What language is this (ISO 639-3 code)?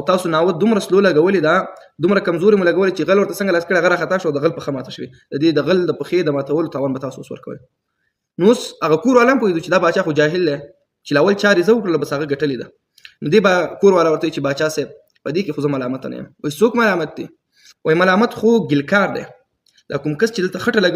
pus